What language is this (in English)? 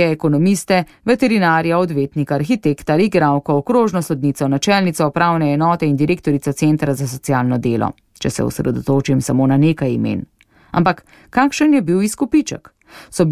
Slovenian